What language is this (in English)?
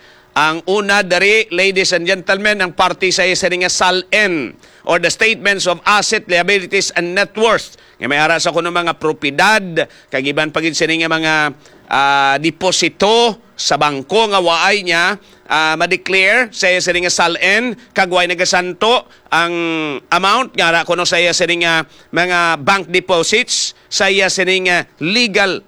Hiligaynon